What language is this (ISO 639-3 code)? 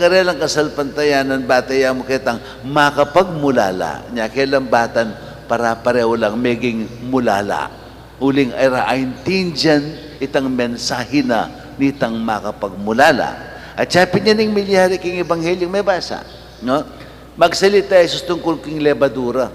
pam